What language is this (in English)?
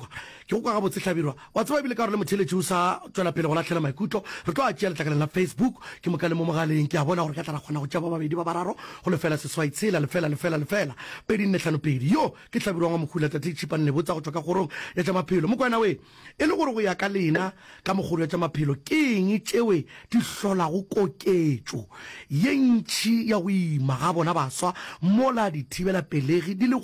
Northern Sotho